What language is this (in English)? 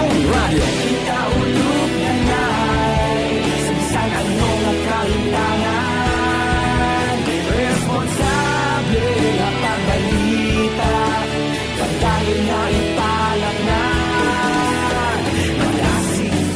Hiligaynon